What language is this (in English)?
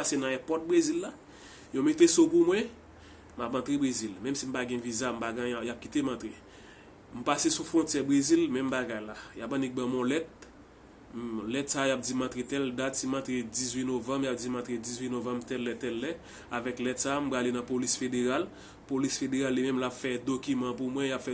Haitian Creole